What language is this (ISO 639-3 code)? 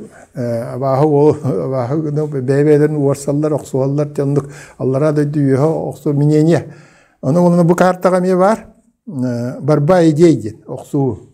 sah